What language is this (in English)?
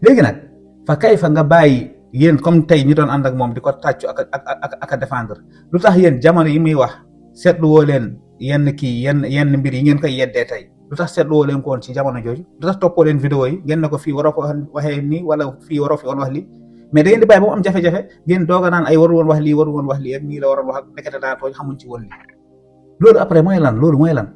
Wolof